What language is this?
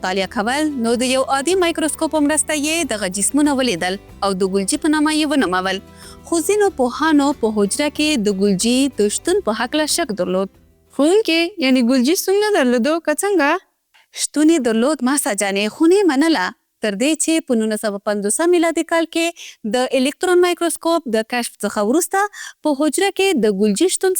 Pashto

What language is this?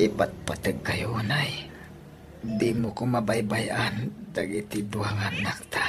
Iloko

